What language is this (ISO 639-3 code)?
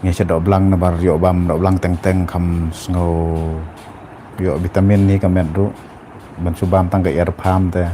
kha